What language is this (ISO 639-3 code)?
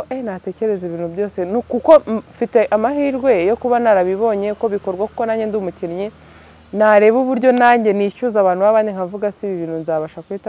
kin